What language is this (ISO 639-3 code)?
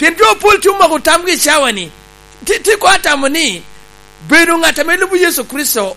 laj